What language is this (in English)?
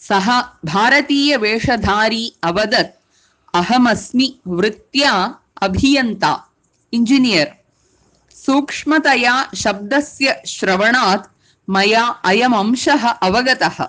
Sanskrit